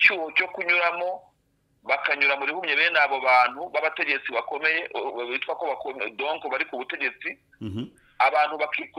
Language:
Kinyarwanda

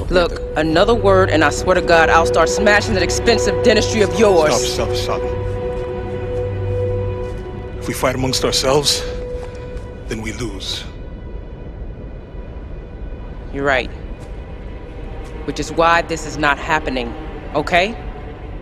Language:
English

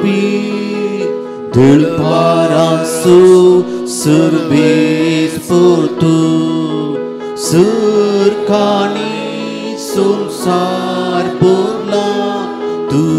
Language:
Konkani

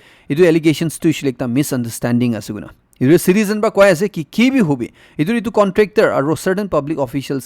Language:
Naga Pidgin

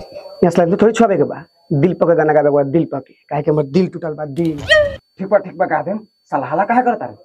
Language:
Bhojpuri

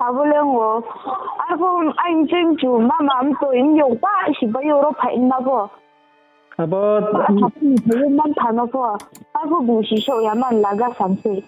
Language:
Riang (India)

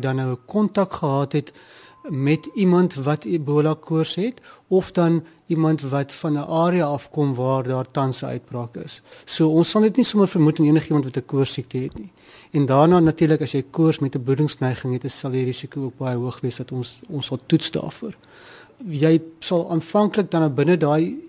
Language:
Afrikaans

